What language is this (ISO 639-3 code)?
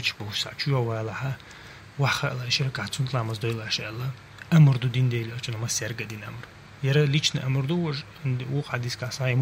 che